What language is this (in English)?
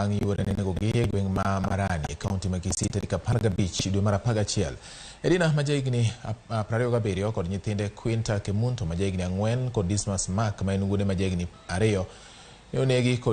Luo (Kenya and Tanzania)